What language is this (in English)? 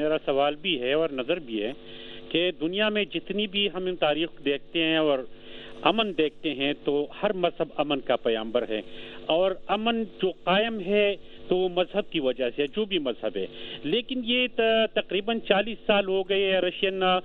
Urdu